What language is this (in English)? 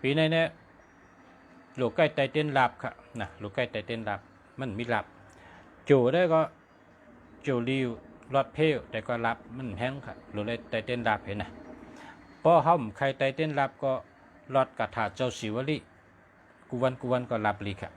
Shan